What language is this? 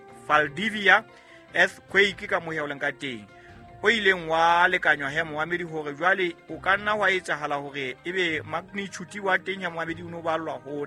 Southern Sotho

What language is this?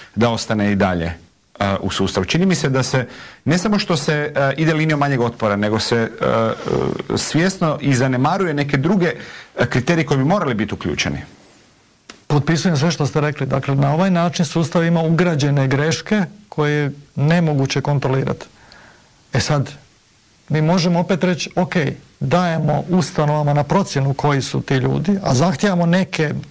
Croatian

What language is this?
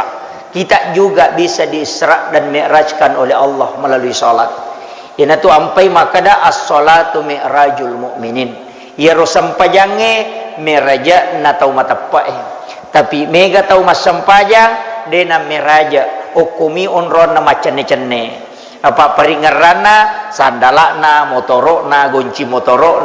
Buginese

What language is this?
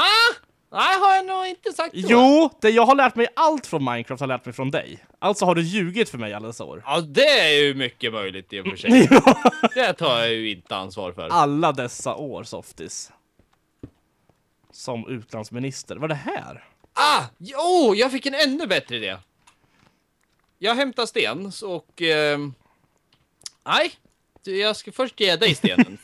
Swedish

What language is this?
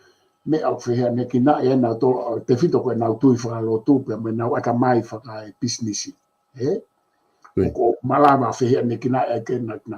Tongan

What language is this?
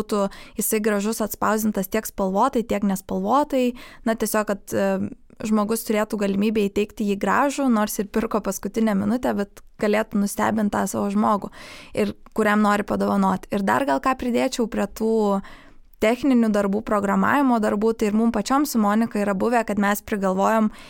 Lithuanian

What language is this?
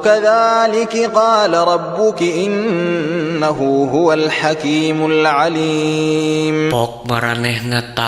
Sundanese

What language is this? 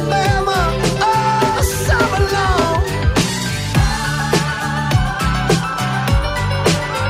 German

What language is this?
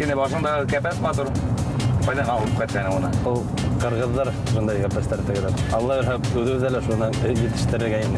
Bashkir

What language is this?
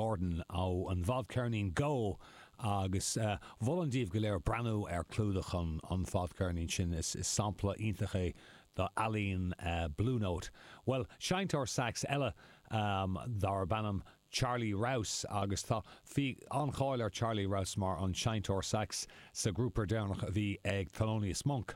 Irish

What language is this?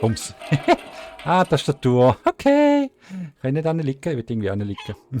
Swiss German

